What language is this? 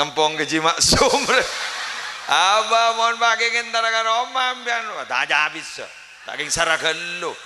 Madurese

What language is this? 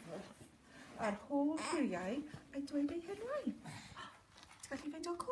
Welsh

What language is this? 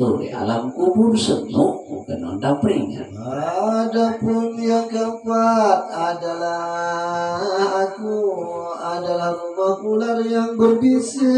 Sasak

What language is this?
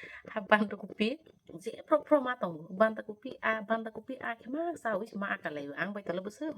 Kok Borok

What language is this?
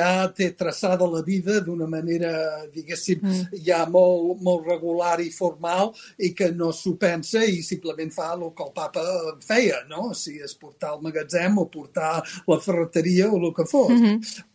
Catalan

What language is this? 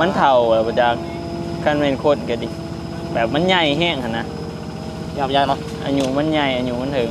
Northeastern Thai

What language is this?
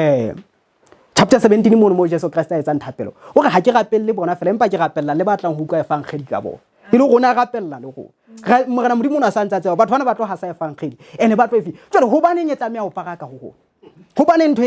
Southern Sotho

